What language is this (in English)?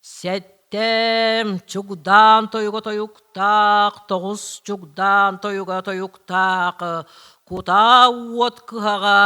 Yakut